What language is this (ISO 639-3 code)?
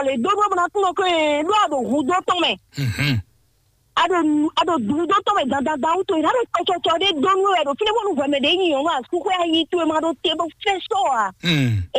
fon